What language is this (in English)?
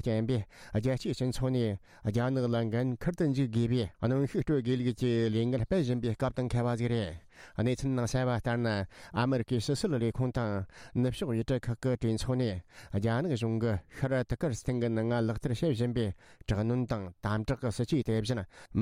Tibetan